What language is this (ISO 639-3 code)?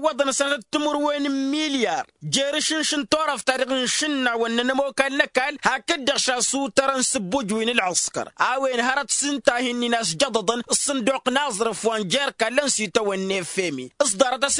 taq